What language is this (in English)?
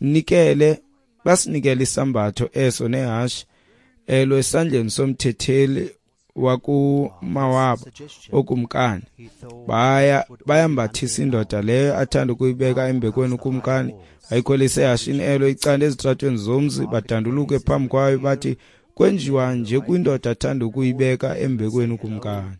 Xhosa